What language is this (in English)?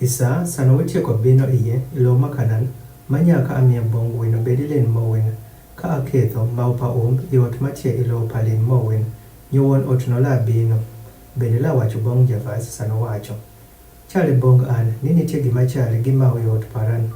Adhola